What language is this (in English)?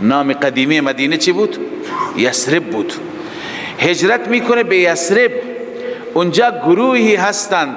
Persian